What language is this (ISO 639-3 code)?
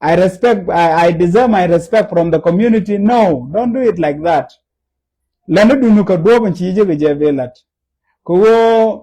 nus